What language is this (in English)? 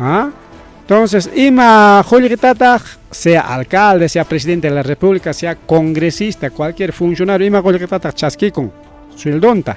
Ayacucho Quechua